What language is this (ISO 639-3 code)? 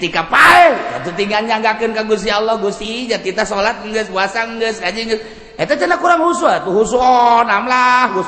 sun